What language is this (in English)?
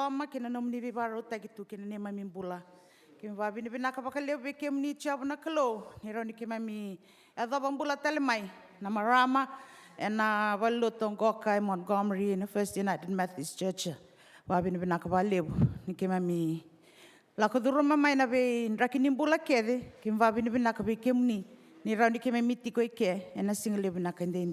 Fijian